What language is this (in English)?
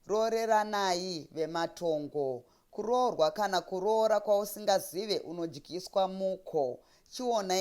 Shona